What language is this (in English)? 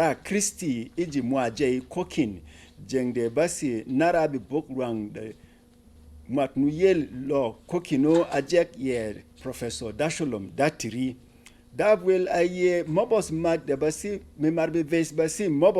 Berom